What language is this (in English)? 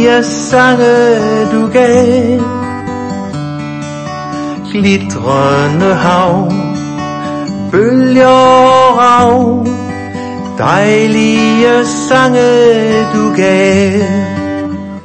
Danish